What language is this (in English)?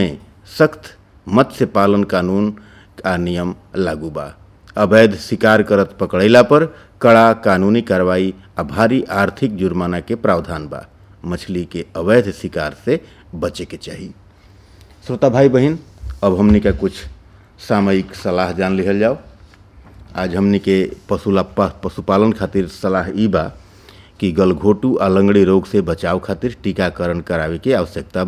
Bhojpuri